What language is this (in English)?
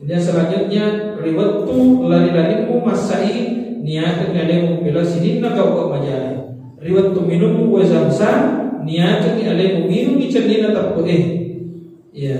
Buginese